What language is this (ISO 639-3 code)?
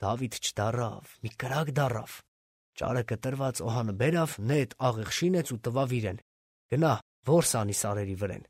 hye